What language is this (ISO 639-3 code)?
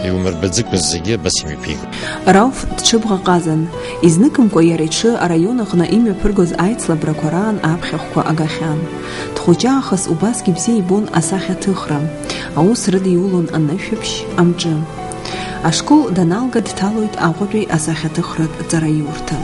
abk